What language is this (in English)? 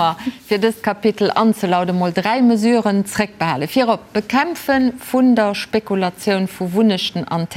Luxembourgish